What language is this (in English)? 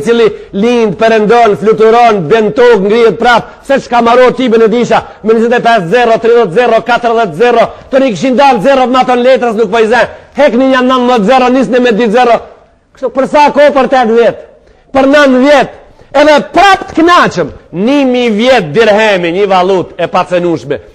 Albanian